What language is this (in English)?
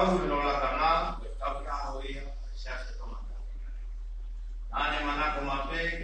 Tongan